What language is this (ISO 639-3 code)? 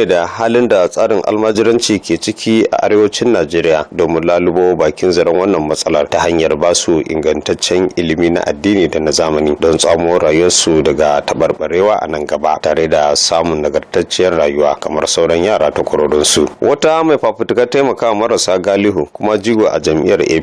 hau